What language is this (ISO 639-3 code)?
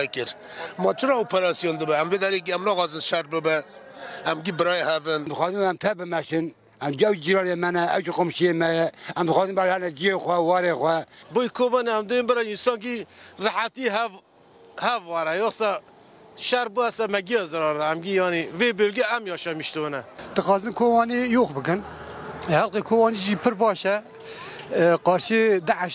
kur